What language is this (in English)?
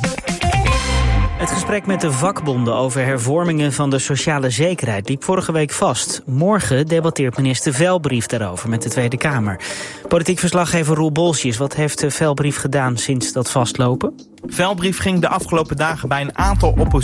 Dutch